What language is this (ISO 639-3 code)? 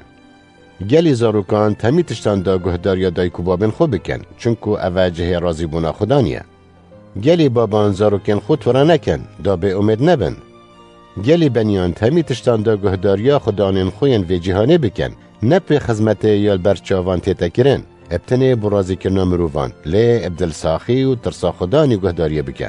kur